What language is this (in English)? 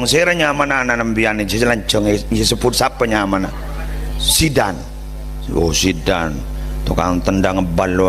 Madurese